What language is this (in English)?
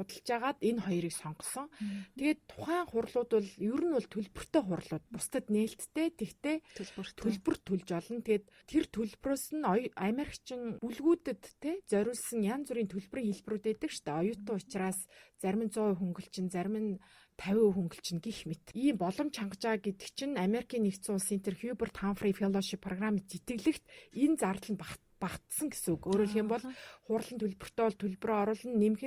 Mongolian